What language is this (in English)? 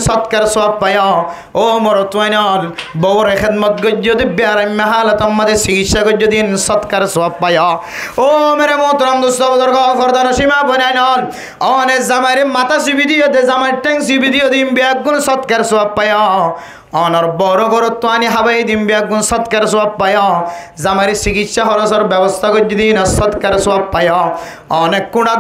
Rohingya